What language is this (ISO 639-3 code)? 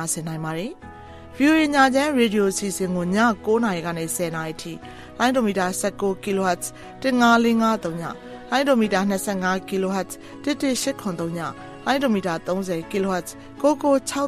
mya